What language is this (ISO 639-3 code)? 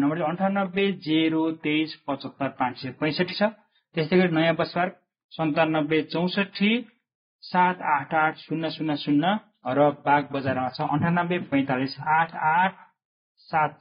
nep